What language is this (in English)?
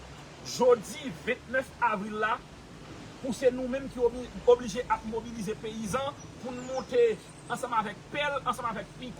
Haitian Creole